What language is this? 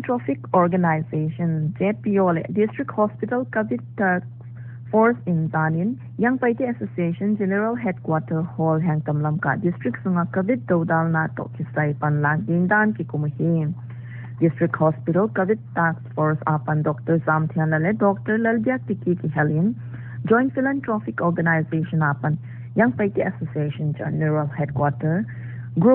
Paite Chin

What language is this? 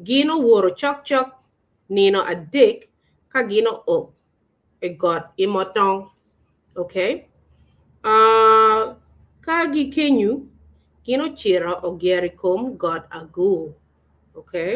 Acoli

